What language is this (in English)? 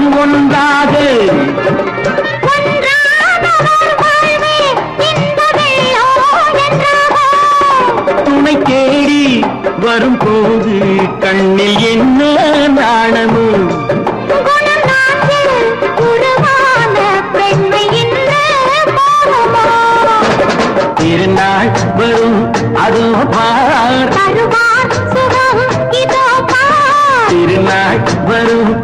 Tamil